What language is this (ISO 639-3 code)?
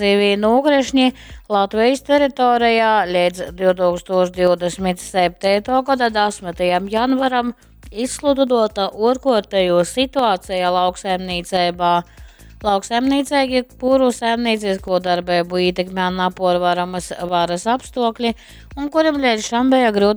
ltg